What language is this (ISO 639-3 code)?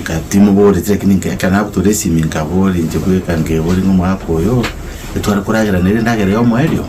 guz